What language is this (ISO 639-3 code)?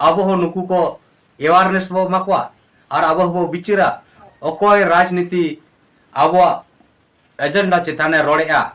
sat